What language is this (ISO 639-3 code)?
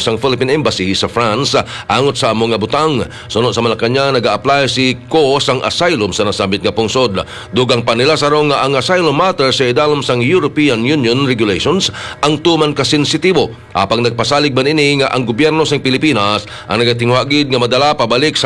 hil